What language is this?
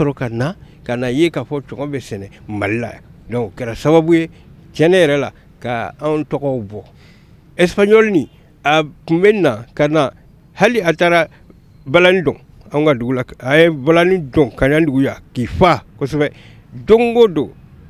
Bambara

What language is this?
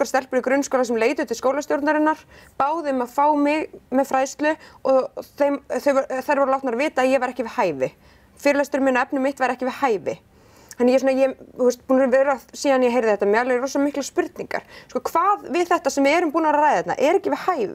Icelandic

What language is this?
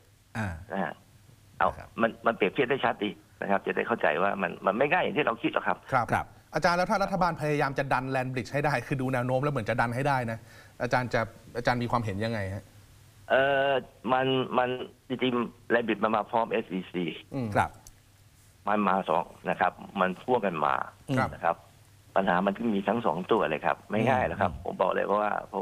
Thai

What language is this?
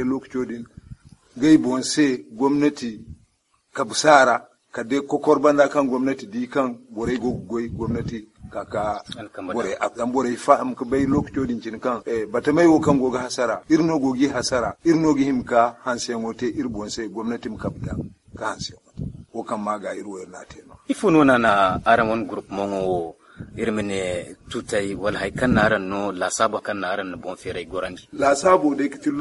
Zarma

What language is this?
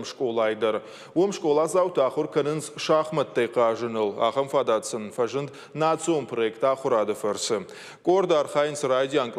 Ossetic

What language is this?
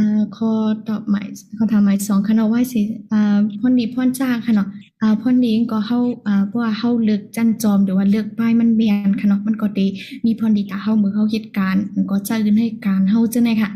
Shan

